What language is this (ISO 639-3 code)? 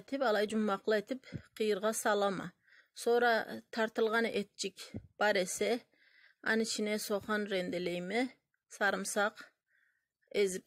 krc